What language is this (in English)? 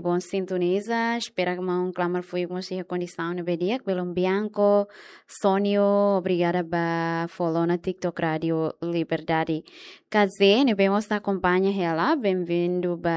Tetum